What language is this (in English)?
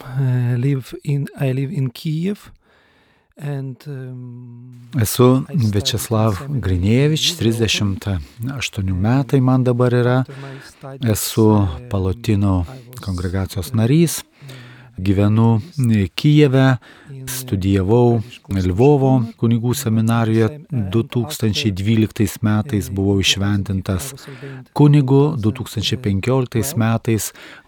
Lithuanian